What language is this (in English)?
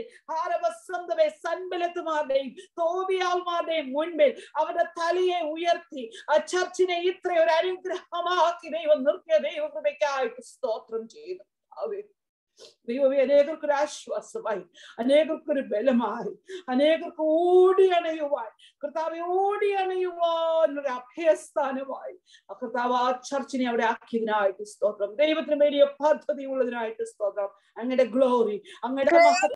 Malayalam